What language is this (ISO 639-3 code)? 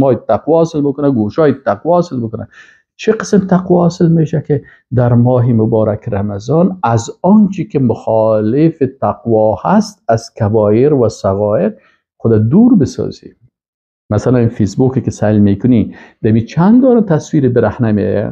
fas